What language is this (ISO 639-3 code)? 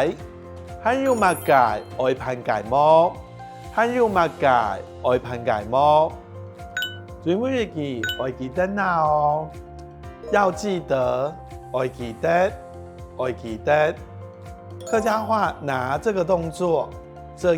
hak